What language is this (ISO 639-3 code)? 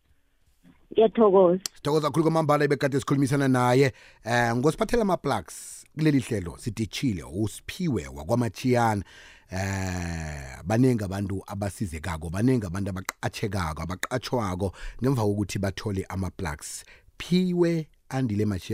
nbl